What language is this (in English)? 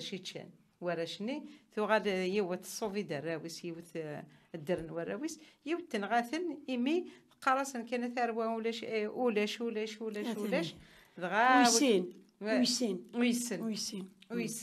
Kabyle